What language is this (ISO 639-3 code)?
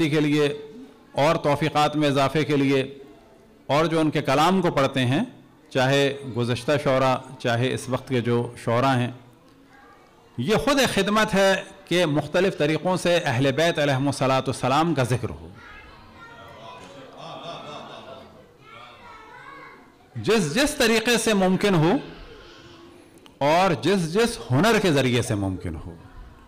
urd